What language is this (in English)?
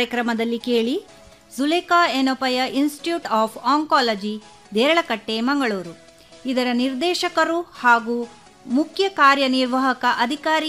Kannada